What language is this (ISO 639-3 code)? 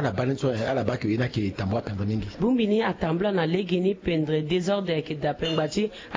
sag